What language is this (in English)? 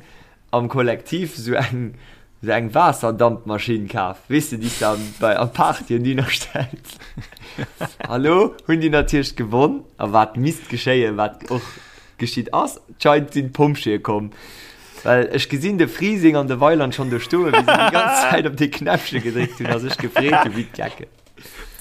Luxembourgish